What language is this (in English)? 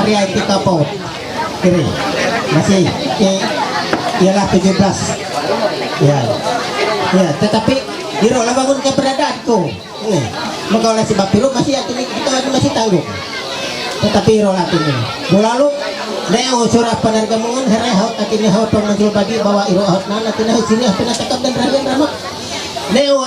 Ma'anyan